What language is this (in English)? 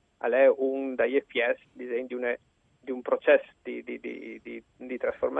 Friulian